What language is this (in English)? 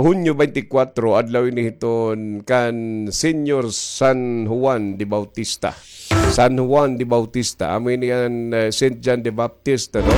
Waray